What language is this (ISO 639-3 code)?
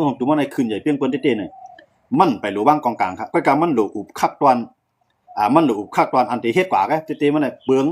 shn